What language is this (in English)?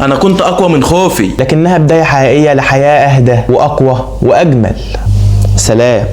Egyptian Arabic